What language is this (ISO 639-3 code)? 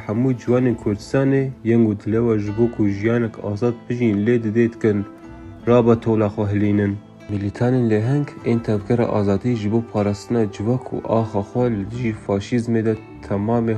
kur